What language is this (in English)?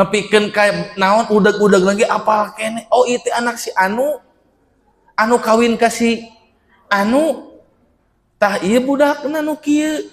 Sundanese